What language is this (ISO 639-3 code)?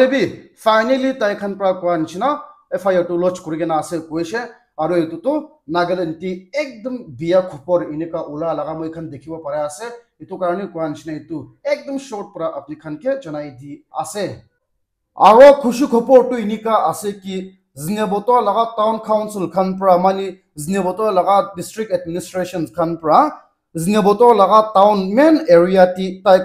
nag